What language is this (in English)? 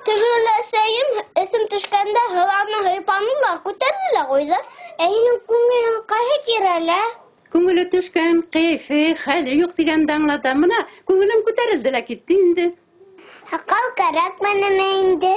Bashkir